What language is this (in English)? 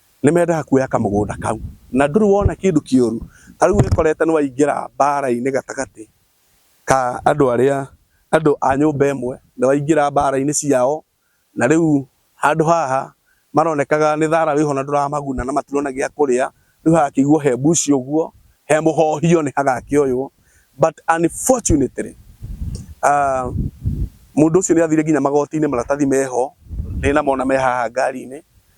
Kikuyu